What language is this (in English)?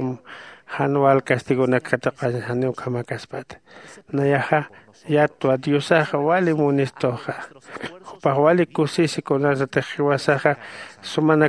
Aymara